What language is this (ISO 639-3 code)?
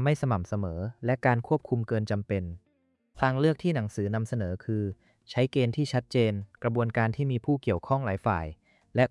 tha